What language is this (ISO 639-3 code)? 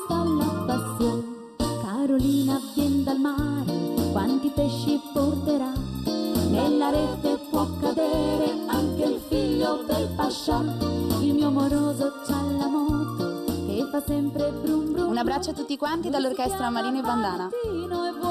ita